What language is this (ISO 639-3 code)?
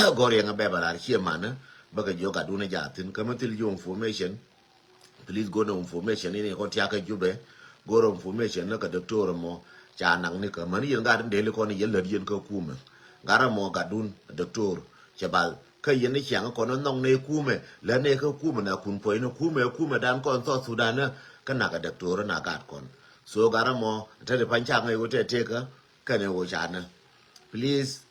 nus